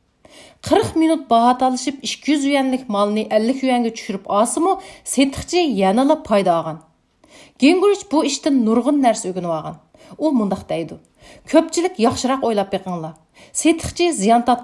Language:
Uyghur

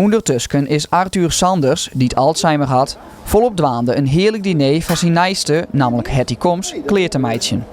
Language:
Western Frisian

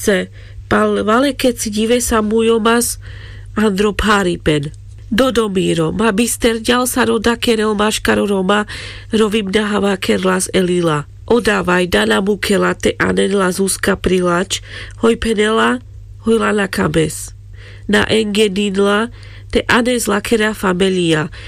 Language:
Carpathian Romani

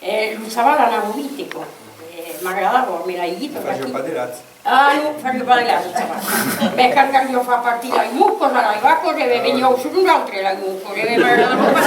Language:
Occitan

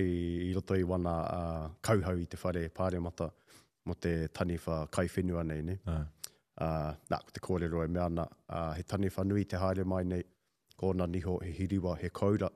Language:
Māori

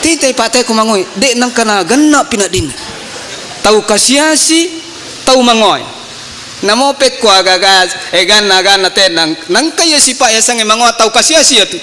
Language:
Buginese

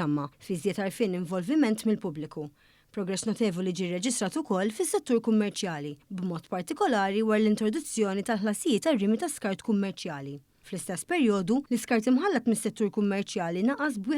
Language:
Maltese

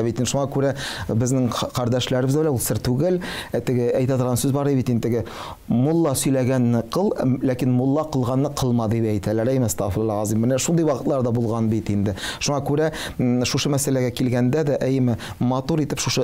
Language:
Tatar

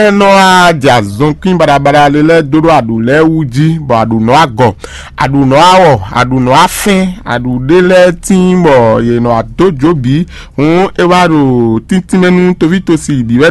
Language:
Fon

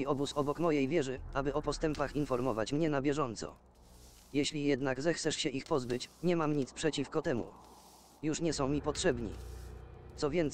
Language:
Polish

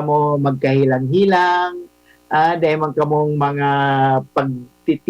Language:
Bikol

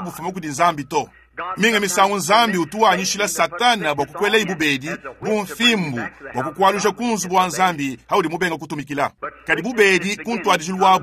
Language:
Luba-Lulua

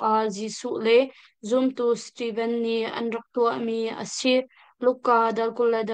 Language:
Hakha Chin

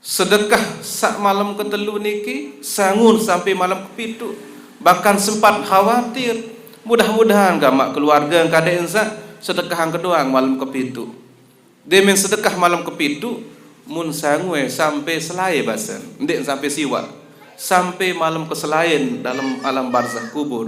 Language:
Sasak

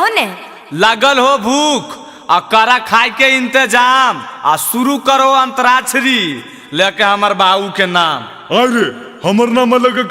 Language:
Magahi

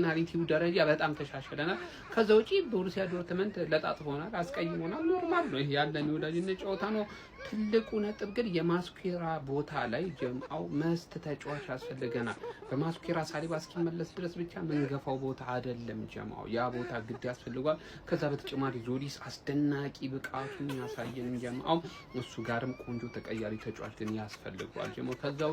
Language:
Amharic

